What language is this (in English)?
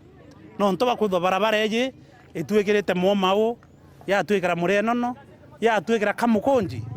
Meru